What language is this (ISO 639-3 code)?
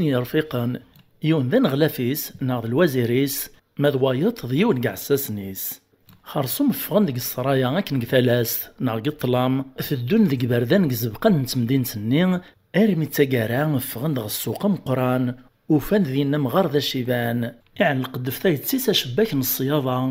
kab